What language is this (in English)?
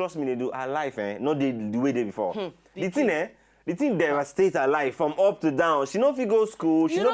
Nigerian Pidgin